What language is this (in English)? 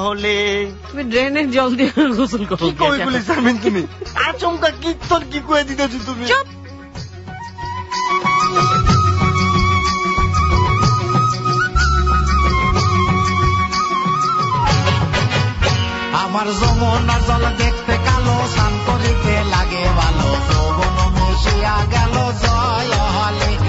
Bangla